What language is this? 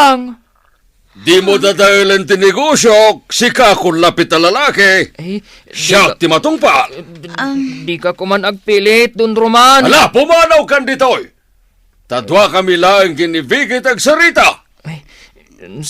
Iloko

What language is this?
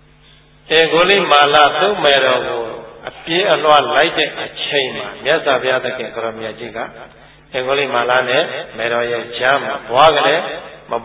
Burmese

